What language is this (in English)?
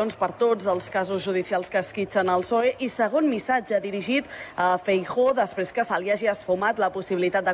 Catalan